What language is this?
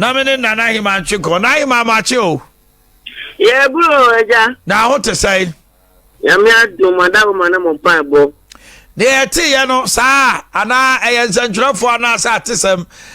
Akan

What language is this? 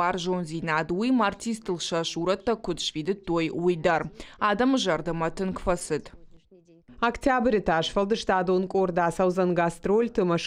Ossetic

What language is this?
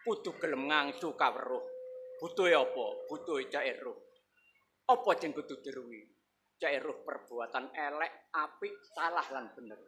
Javanese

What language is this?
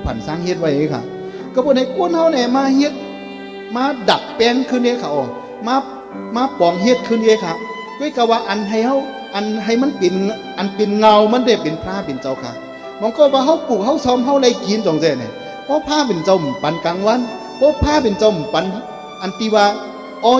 Shan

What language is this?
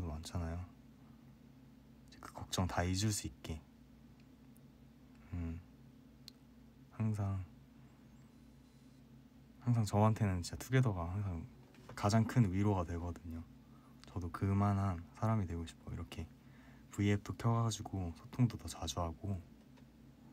Korean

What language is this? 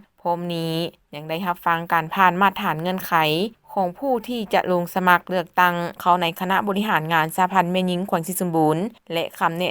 Lao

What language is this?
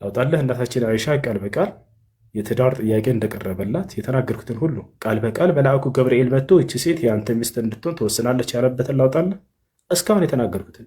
Amharic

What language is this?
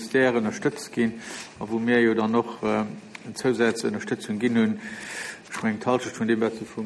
Luxembourgish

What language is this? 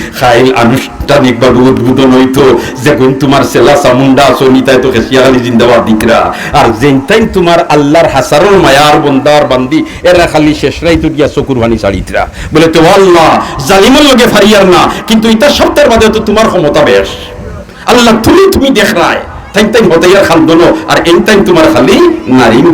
Sylheti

